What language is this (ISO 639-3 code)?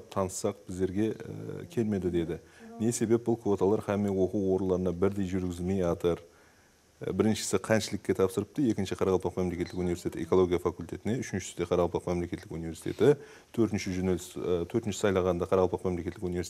kaa